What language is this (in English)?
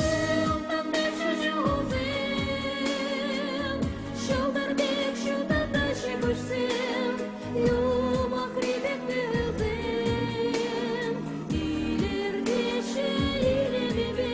Chuvash